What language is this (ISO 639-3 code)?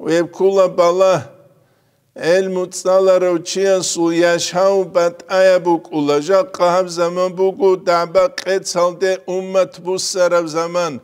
ava